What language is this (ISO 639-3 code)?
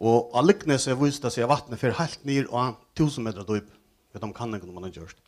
fao